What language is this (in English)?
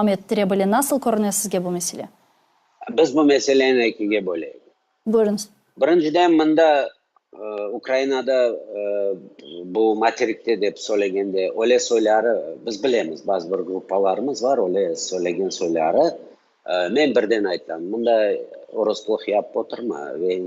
Crimean Tatar